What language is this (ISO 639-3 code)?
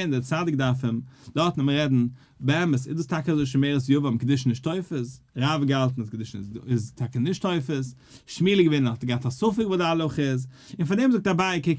yid